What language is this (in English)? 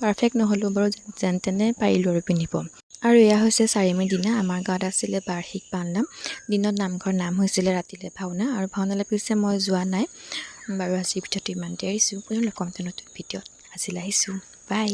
Assamese